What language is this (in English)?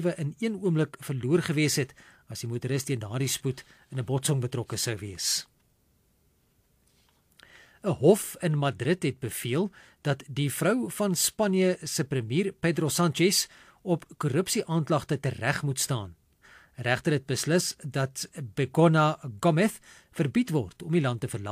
Afrikaans